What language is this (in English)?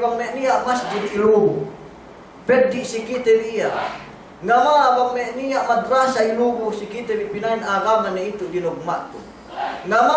Yakan